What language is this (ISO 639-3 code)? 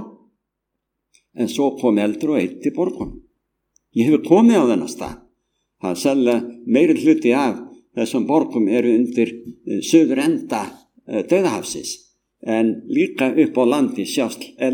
isl